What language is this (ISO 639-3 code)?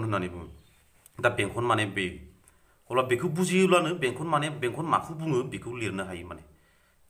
brx